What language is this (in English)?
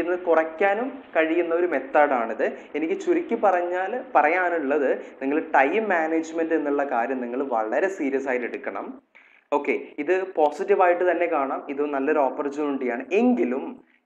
Malayalam